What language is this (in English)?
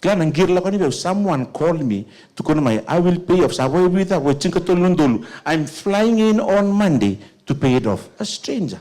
Fijian